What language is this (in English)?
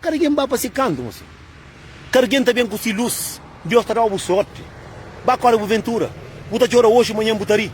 Kabuverdianu